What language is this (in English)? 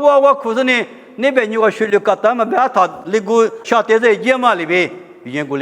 Lisu